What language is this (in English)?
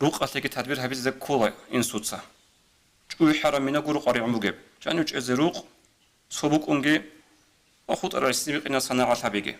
Avaric